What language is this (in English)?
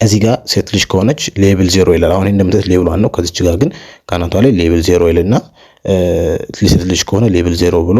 Amharic